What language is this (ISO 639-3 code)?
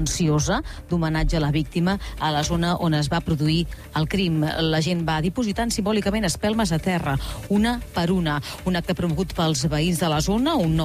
cat